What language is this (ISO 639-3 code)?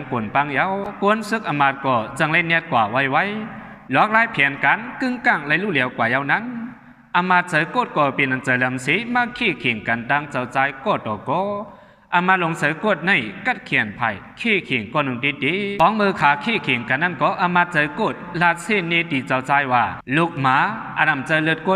shn